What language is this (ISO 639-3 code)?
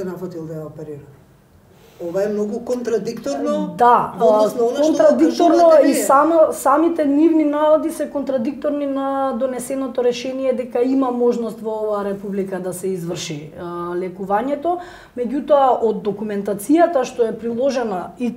mkd